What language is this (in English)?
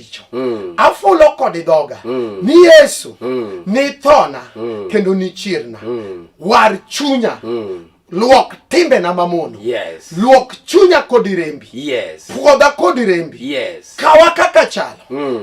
Luo (Kenya and Tanzania)